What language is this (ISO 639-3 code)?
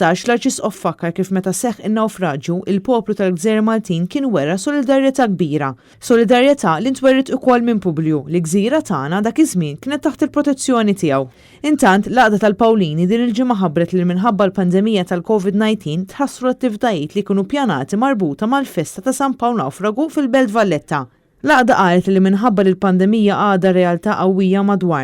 mlt